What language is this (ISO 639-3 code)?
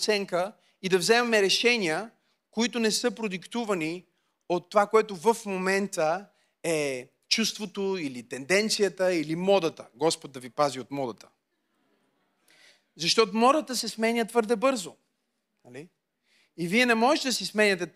bul